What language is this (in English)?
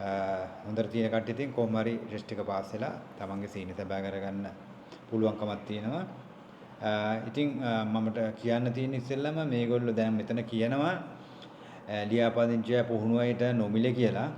Sinhala